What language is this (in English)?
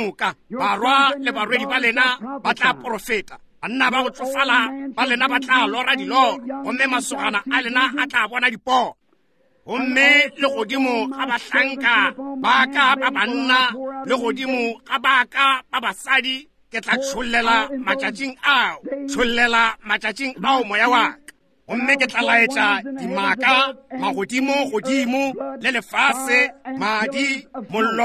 Northern Sotho